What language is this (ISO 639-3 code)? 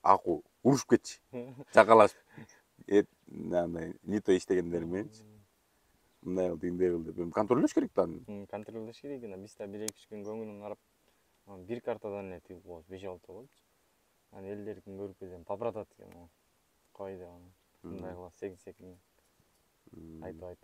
kir